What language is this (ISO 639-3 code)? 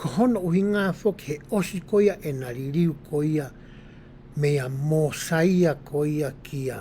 ton